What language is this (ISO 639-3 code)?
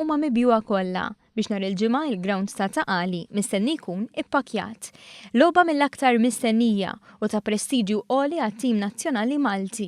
mlt